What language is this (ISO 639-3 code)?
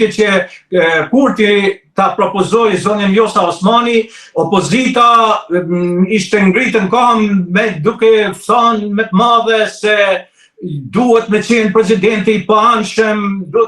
sqi